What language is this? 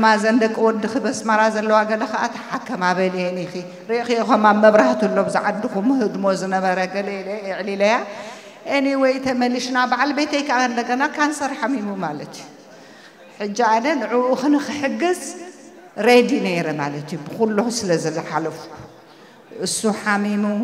Tigrinya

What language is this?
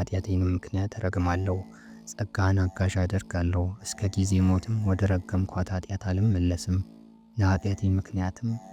Amharic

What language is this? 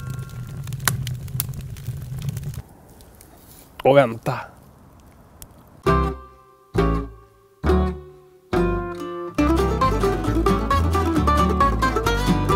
Swedish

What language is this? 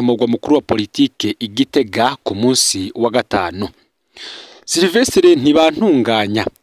Rundi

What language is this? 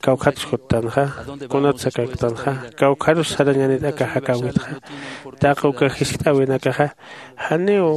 Aymara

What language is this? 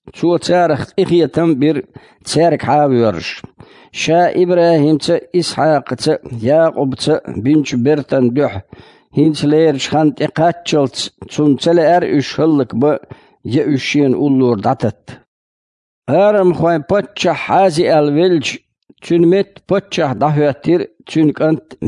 Chechen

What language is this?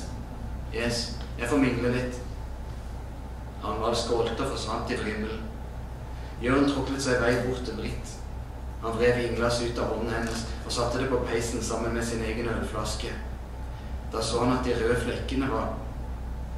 Norwegian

